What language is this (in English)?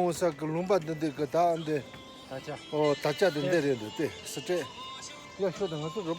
Tibetan